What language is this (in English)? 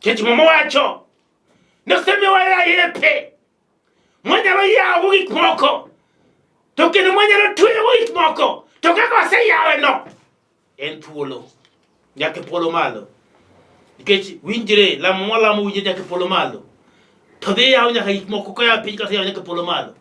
Luo (Kenya and Tanzania)